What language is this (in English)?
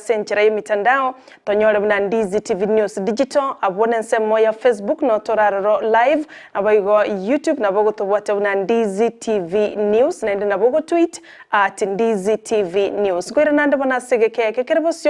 Gusii